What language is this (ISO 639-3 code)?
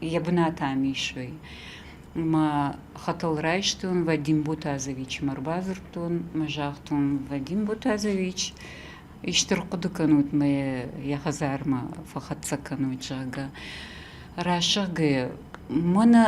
oss